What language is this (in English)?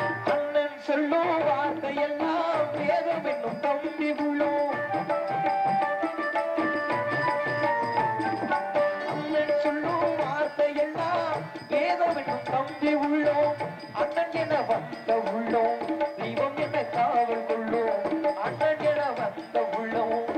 Tamil